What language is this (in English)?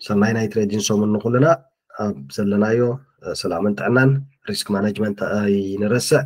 Tigrinya